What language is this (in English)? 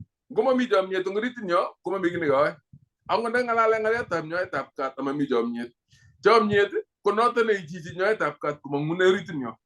Kalenjin